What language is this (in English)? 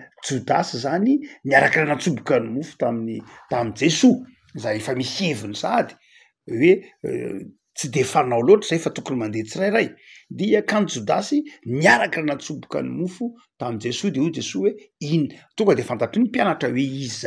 Malagasy